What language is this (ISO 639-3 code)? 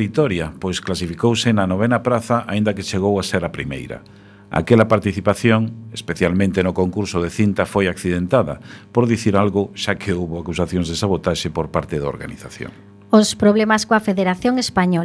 glg